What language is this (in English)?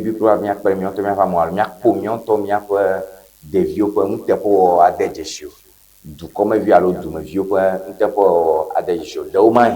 Ewe